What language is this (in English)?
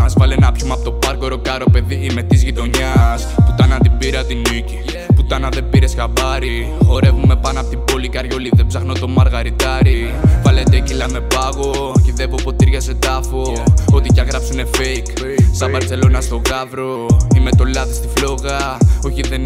Greek